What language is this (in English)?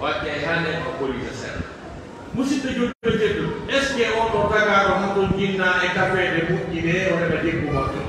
Fula